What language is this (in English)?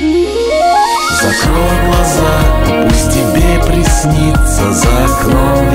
Russian